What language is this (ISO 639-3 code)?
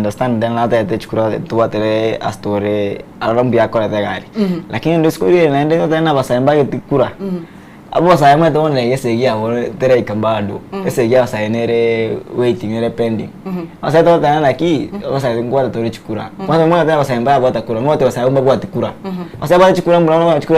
guz